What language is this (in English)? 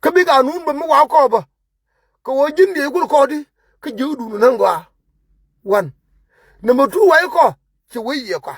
Nuer